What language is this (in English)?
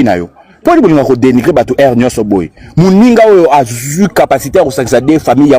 Lingala